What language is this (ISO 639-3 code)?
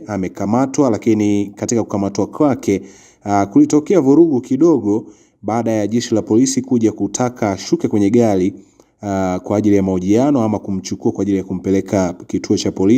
swa